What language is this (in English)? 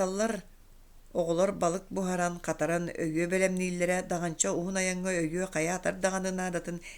Yakut